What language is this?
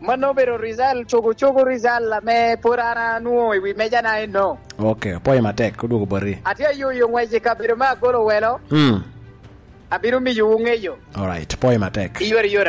Lango (Uganda)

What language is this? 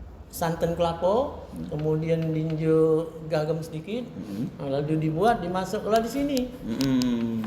Musi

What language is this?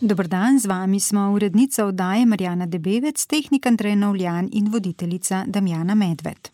Slovenian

